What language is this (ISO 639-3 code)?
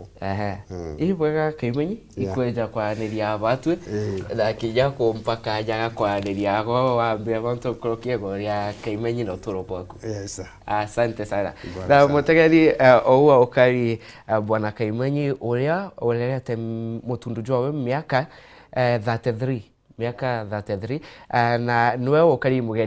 mer